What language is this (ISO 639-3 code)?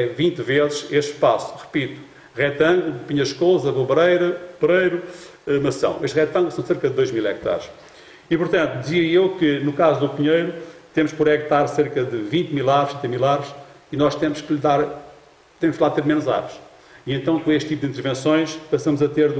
por